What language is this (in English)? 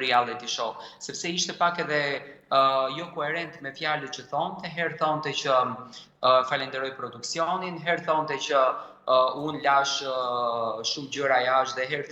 Albanian